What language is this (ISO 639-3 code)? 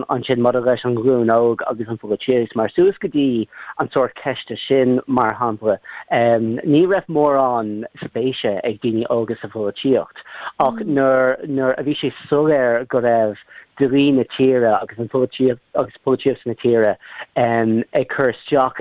gle